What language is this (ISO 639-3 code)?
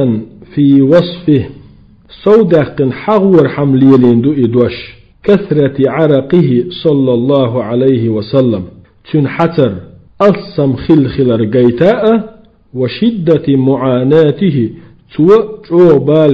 che